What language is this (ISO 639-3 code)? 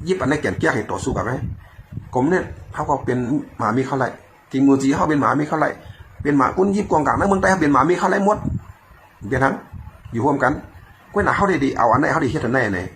shn